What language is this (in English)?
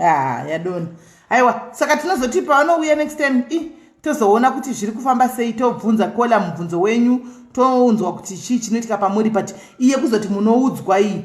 Shona